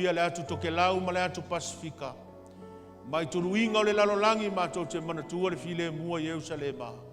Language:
Samoan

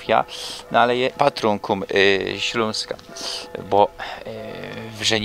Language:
Silesian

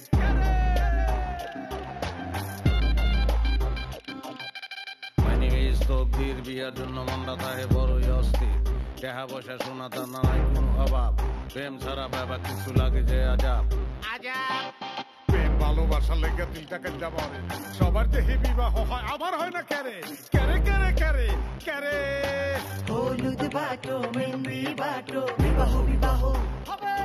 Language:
Bangla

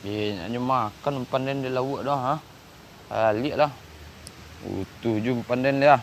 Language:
Minangkabau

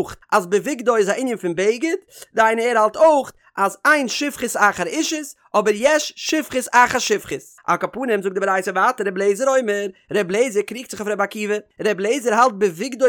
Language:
Yiddish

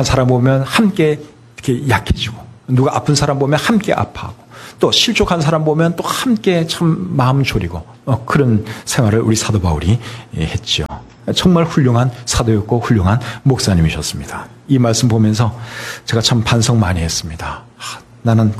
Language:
Korean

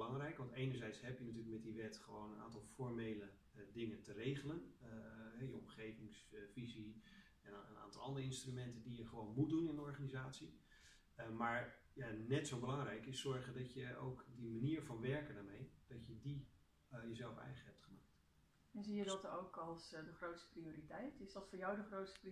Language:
Dutch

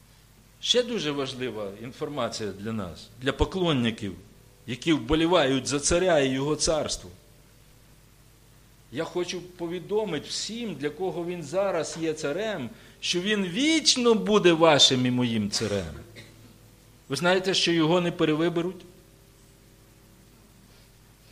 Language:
Ukrainian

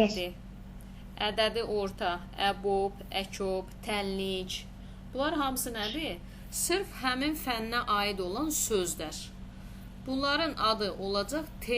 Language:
Azerbaijani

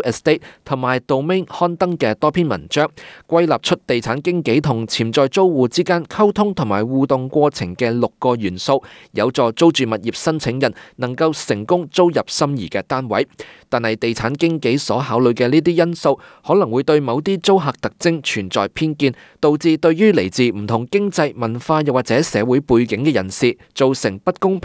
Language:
Cantonese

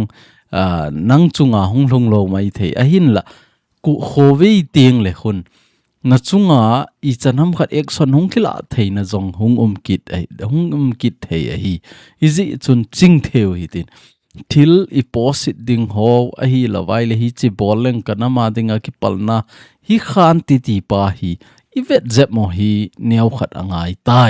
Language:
Thado Chin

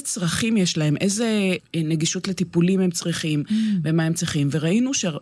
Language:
Hebrew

